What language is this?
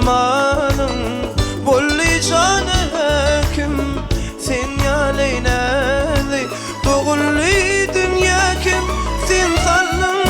Turkmen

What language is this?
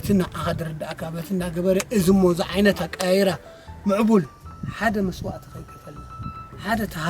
Tigrinya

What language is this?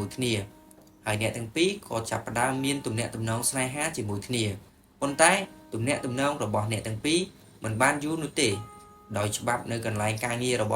Khmer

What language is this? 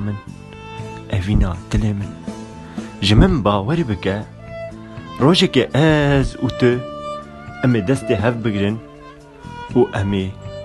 Kurdish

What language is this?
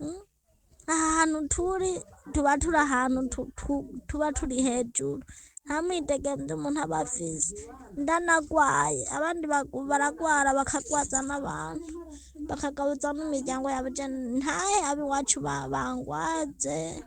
Rundi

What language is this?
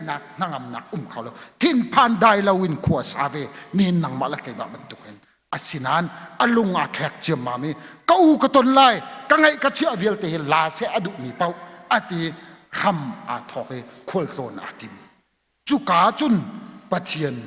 Hakha Chin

